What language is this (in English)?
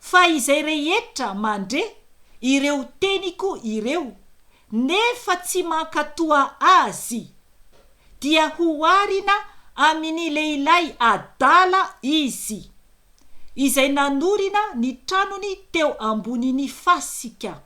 Malagasy